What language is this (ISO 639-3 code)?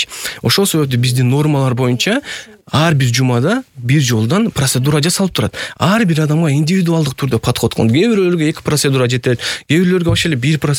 kir